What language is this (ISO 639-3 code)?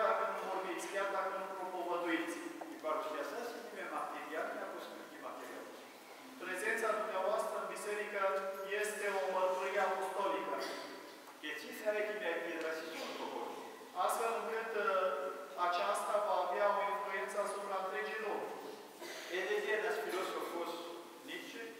ron